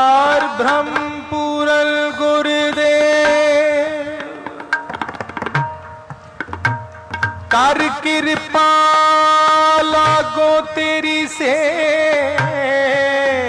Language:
Hindi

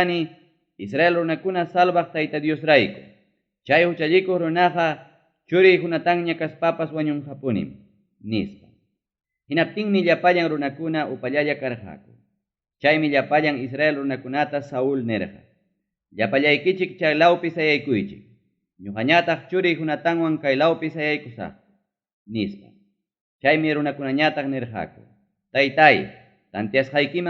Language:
Ayacucho Quechua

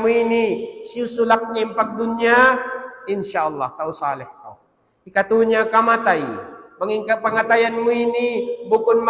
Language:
Tausug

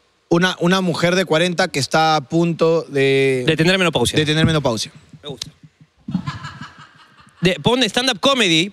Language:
Spanish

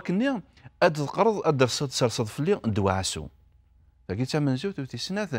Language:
Kabyle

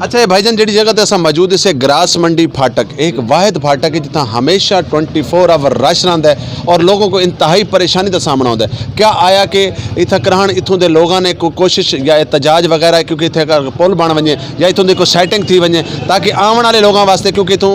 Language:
Saraiki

